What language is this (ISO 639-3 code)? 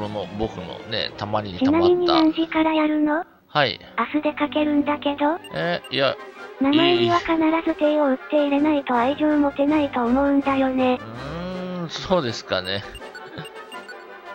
jpn